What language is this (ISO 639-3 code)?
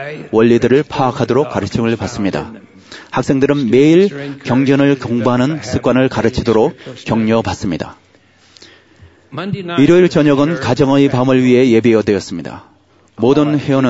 kor